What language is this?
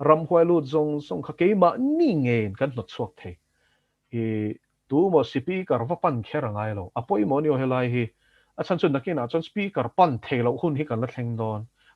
Mizo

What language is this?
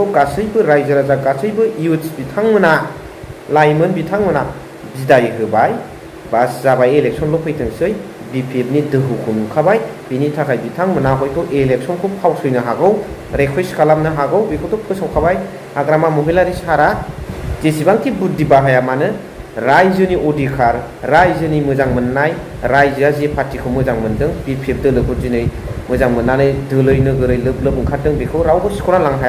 Bodo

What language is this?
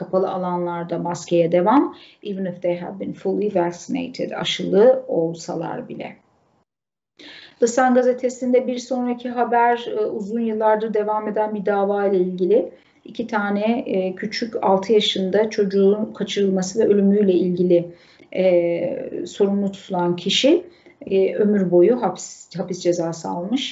Turkish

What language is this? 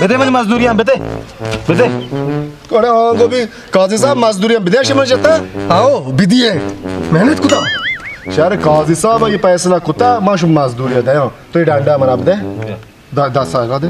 Baluchi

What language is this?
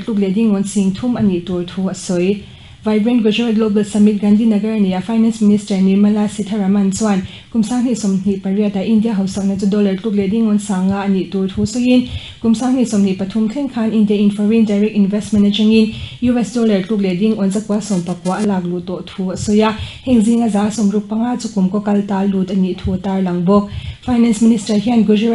Mizo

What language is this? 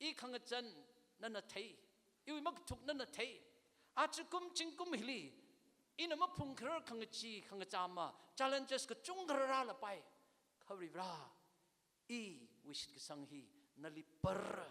Tangkhul Naga (India)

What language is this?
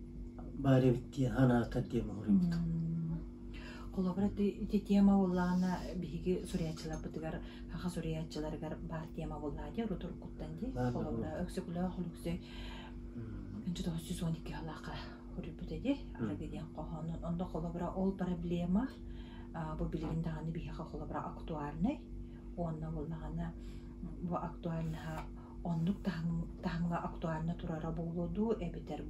Yakut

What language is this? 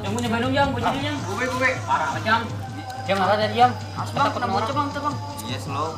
Betawi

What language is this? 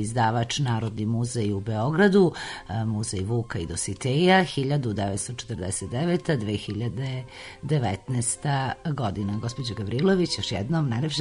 Serbian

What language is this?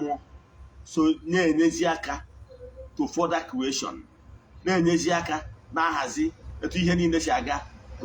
Igbo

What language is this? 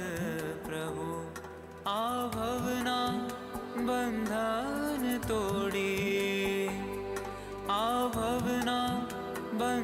Gujarati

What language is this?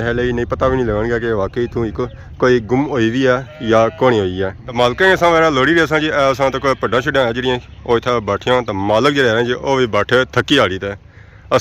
Pahari-Potwari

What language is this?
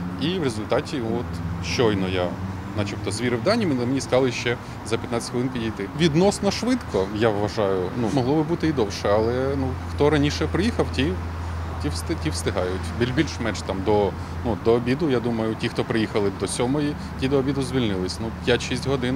Ukrainian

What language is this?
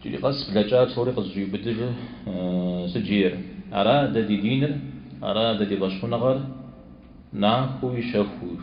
Kabardian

